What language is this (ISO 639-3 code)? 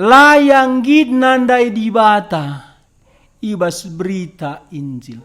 btx